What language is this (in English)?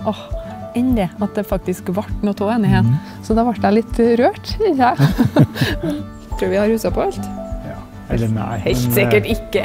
Norwegian